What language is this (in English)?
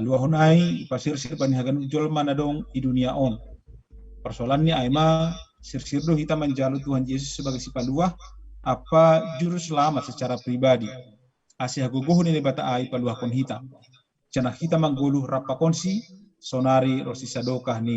Batak Simalungun